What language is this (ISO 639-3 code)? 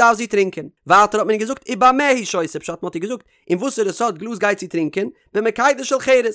yid